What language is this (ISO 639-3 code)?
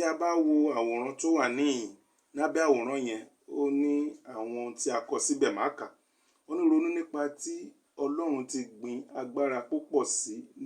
yor